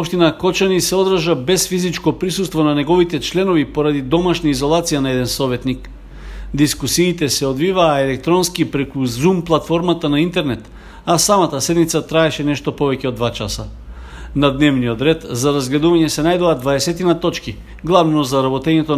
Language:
Macedonian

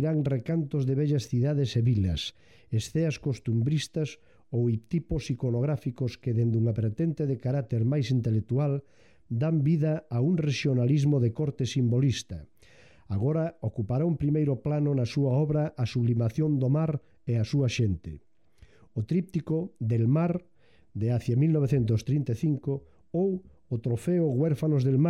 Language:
Galician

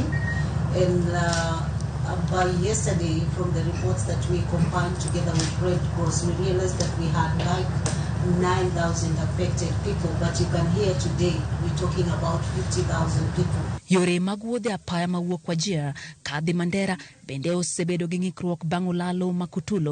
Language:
Luo (Kenya and Tanzania)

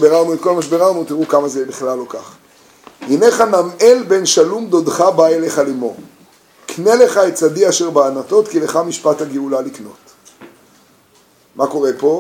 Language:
Hebrew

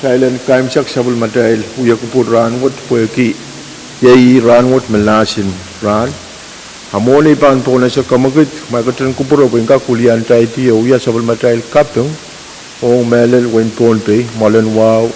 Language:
Pohnpeian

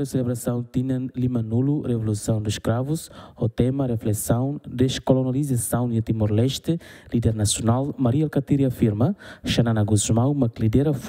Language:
Tetum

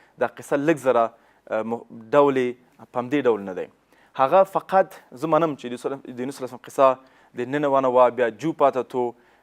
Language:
Pashto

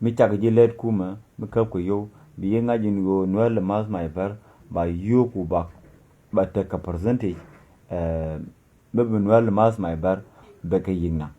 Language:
Nuer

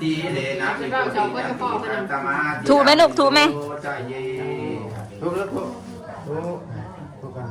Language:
Pali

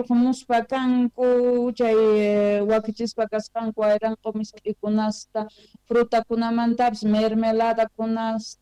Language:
South Bolivian Quechua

